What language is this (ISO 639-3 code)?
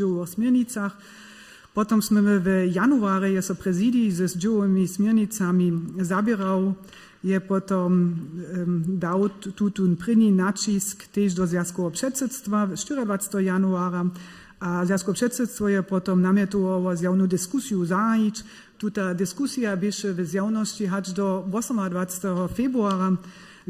hsb